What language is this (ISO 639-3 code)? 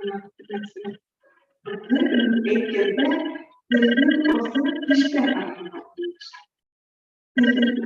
bak